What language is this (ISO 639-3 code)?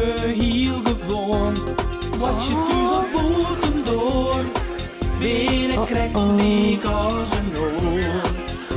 fry